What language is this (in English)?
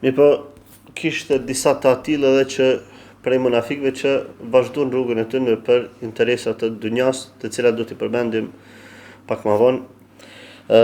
Albanian